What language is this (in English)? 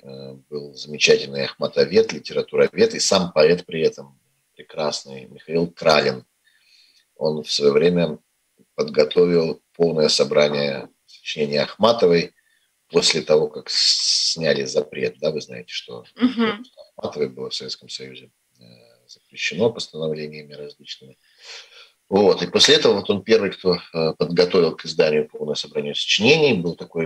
Russian